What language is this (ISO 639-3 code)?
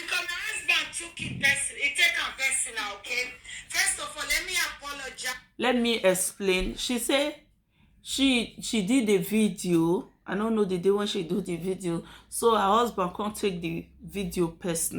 pcm